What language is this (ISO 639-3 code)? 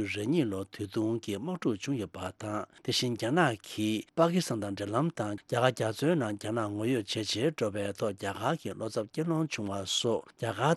bod